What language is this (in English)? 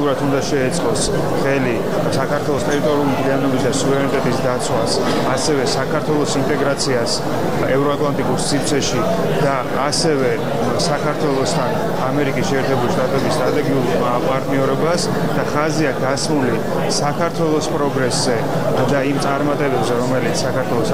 Georgian